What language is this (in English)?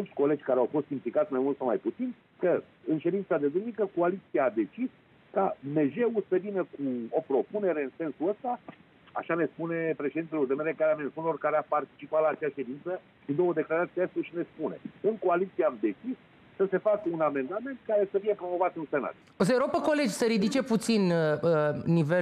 Romanian